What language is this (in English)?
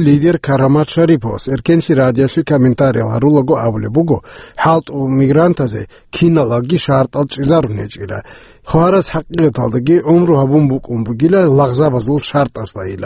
Avaric